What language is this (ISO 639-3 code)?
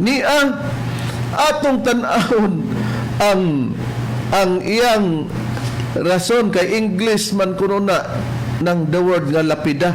ceb